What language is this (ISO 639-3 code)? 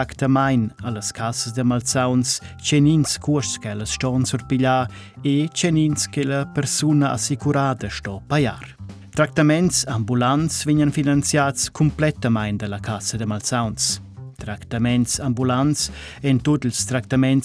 roh